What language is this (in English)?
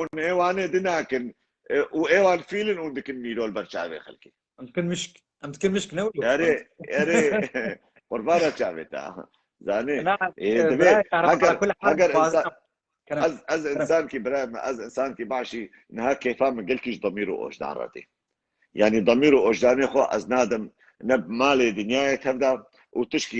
Kurdish